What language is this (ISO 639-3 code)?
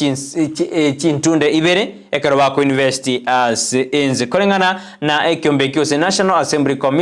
guz